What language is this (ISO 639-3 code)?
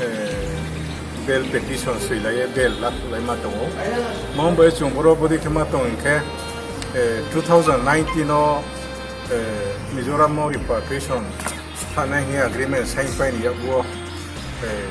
ria